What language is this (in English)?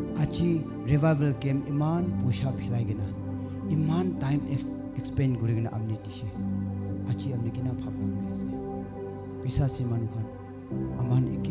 Naga Pidgin